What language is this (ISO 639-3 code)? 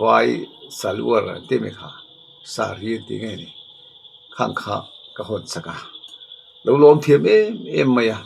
lus